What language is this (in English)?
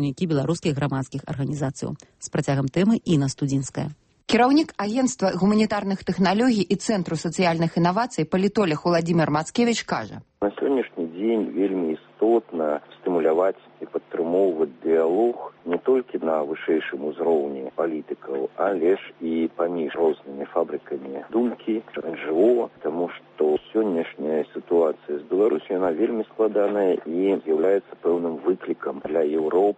Belarusian